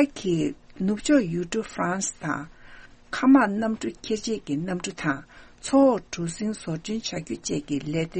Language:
Tibetan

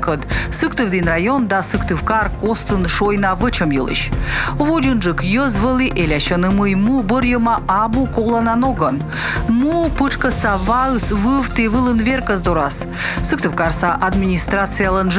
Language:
Komi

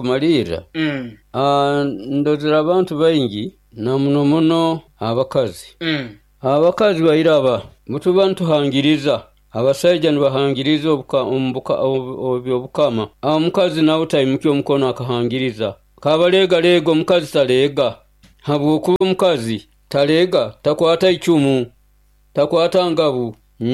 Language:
Nyoro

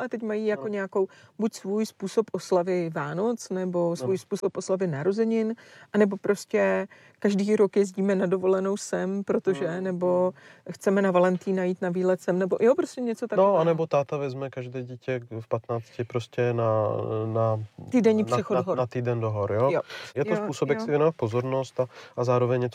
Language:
Czech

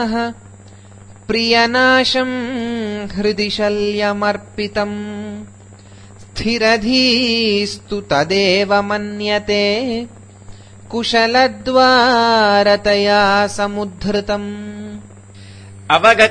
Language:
Sanskrit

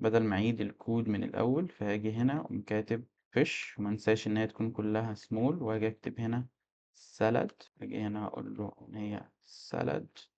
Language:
Egyptian Arabic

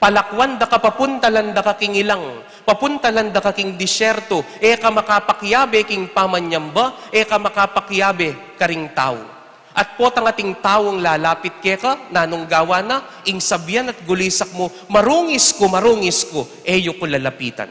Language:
Pampanga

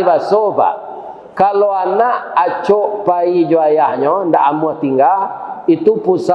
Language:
Minangkabau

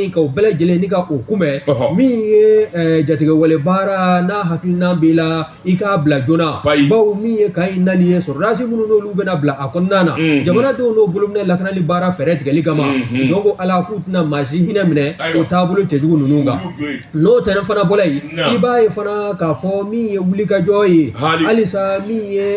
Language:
Bambara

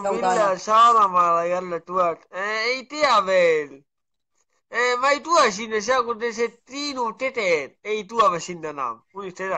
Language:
Estonian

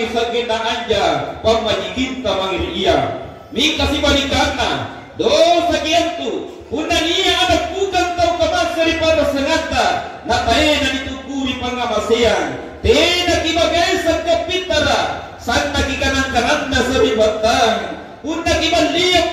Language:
Makasar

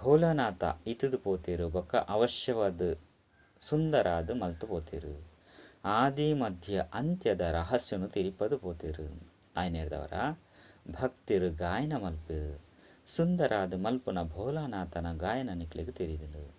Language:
Tulu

